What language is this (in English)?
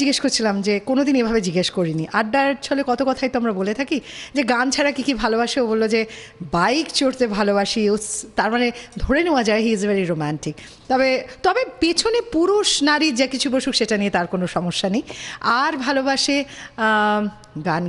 Bangla